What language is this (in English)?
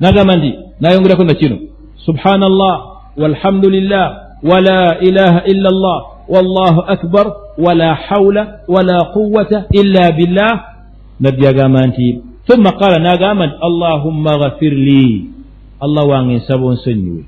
Ganda